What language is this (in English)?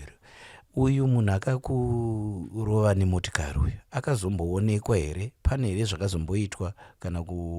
Shona